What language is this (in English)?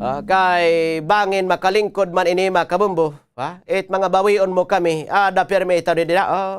Waray